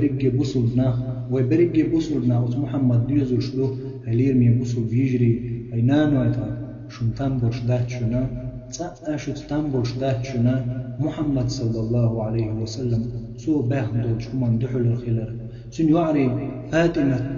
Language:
Chechen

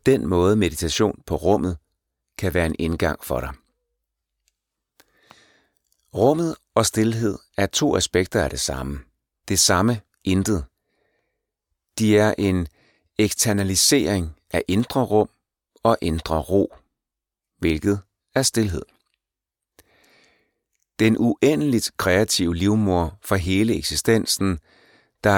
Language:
Danish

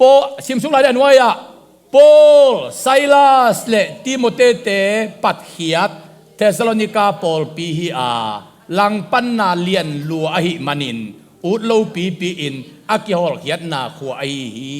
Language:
Tedim Chin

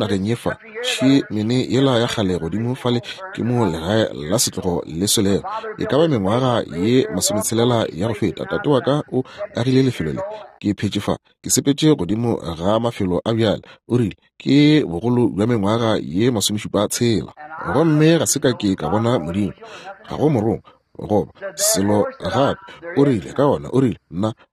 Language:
Northern Sotho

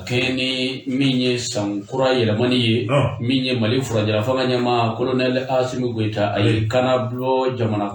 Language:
Bambara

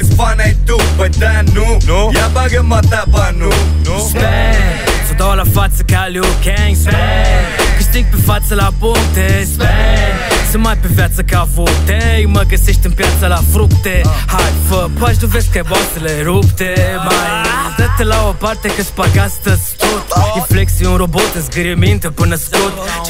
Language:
Romanian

